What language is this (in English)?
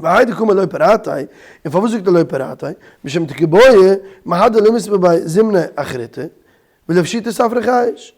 Yiddish